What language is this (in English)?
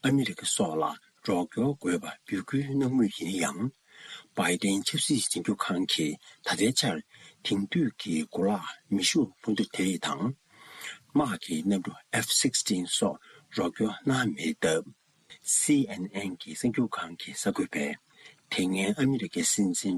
Tibetan